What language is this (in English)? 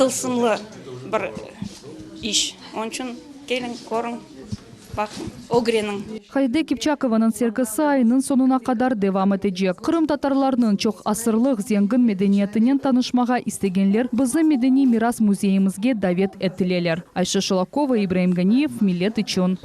Crimean Tatar